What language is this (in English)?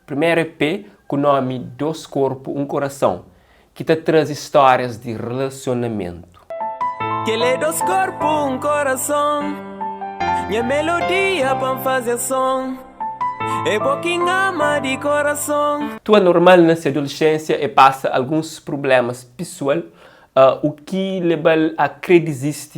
Kabuverdianu